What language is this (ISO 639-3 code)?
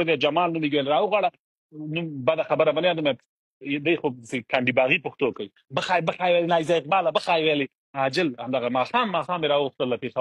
pus